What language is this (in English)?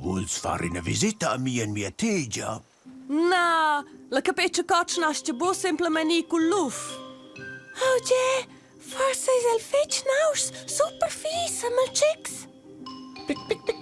Romansh